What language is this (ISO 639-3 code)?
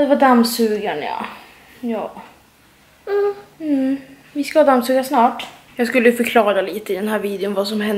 swe